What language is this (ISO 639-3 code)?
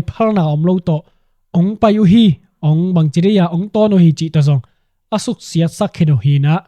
ctd